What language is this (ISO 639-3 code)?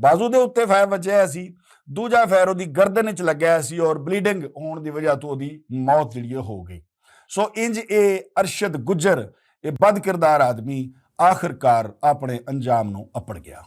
lah